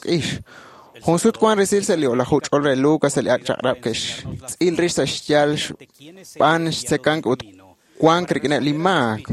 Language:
Kekchí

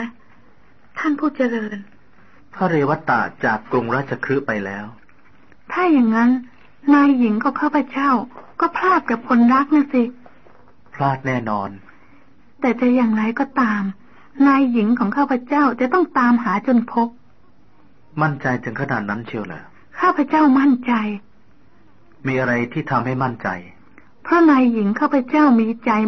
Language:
Thai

